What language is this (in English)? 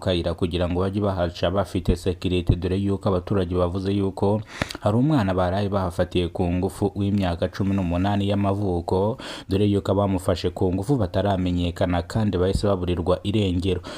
Kinyarwanda